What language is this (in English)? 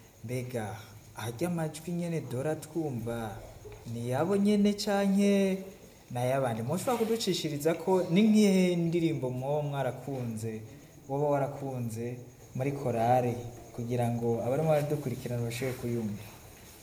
Rundi